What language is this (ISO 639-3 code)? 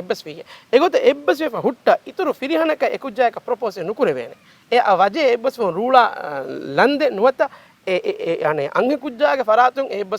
div